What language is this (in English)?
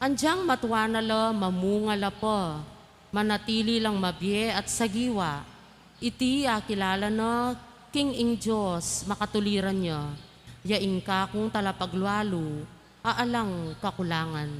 Pampanga